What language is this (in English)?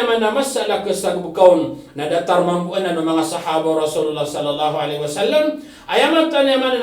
Maranao